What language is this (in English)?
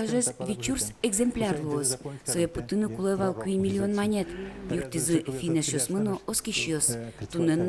Udmurt